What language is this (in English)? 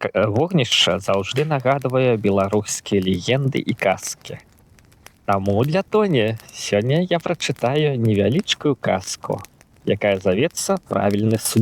Belarusian